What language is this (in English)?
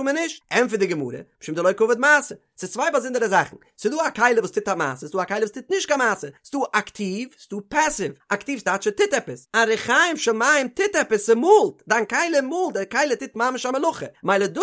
Yiddish